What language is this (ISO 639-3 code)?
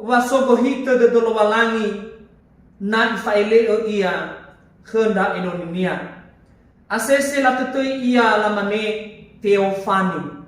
nia